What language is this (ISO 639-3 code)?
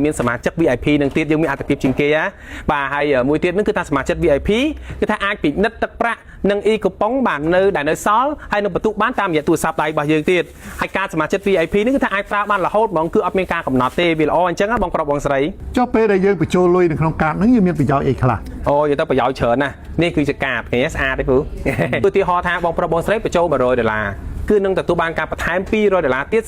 khm